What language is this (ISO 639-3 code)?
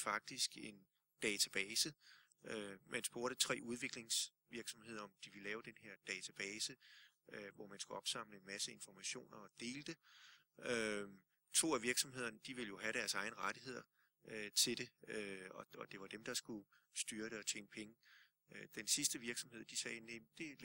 dan